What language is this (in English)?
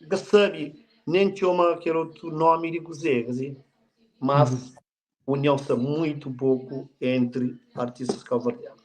Kabuverdianu